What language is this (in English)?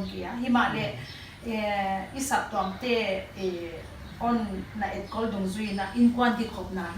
Paite Chin